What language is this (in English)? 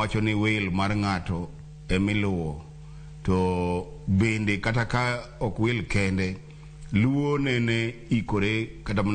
Luo (Kenya and Tanzania)